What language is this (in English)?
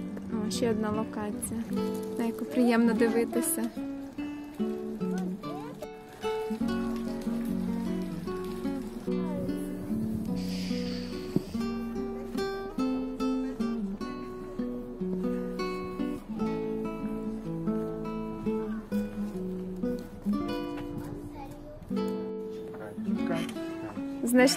Ukrainian